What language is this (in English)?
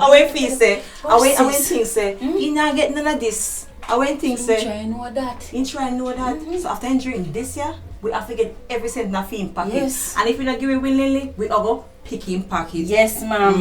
Jamaican Creole English